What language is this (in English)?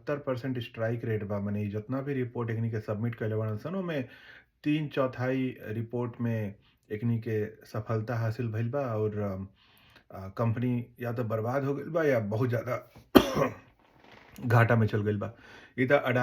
Bhojpuri